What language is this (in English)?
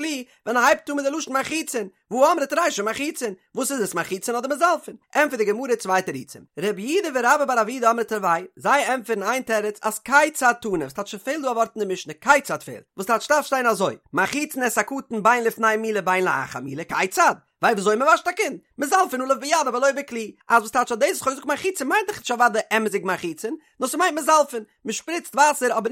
Yiddish